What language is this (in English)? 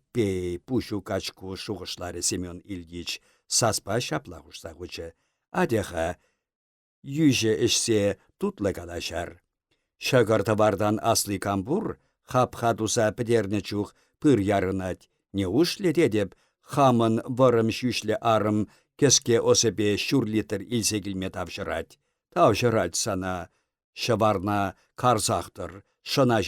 Chuvash